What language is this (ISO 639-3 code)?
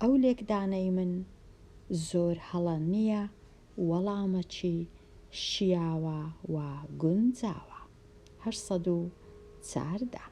ckb